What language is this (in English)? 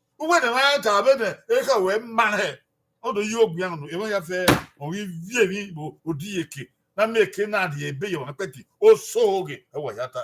Bini